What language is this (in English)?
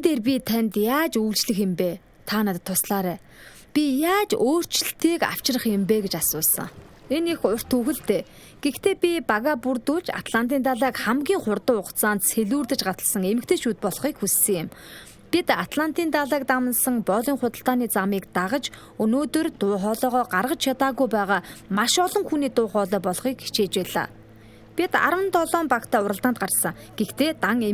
Mongolian